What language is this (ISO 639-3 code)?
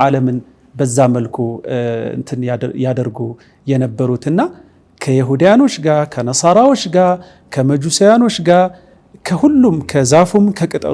amh